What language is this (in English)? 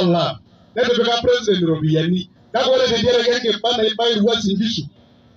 Masai